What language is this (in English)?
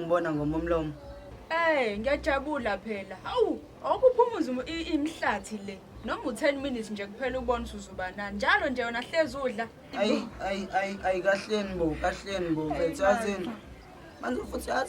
Zulu